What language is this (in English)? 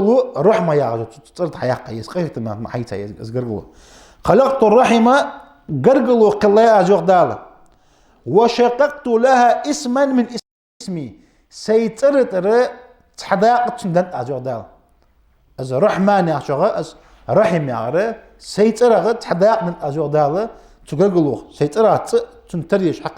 Ingush